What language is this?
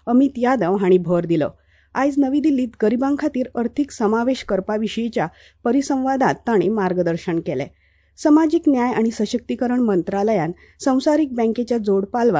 Konkani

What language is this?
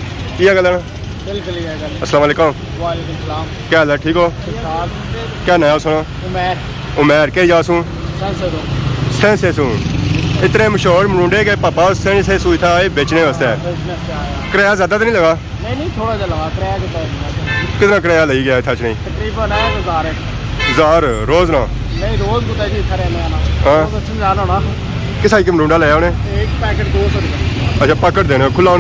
Pahari-Potwari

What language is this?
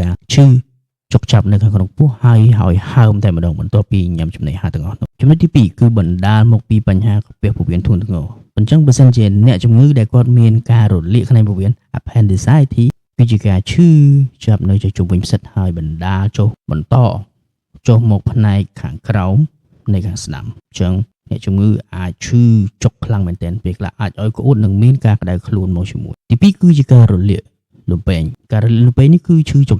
Khmer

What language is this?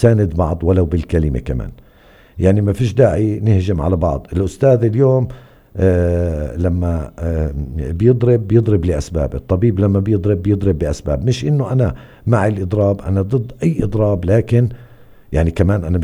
North Levantine Arabic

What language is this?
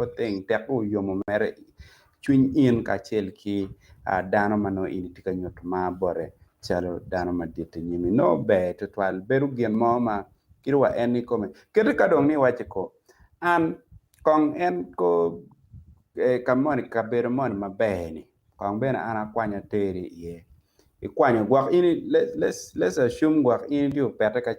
Acoli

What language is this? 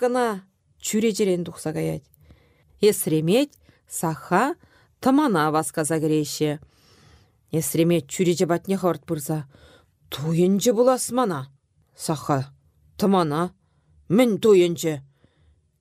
Chuvash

